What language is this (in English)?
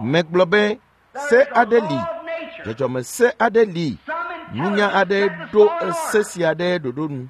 Ewe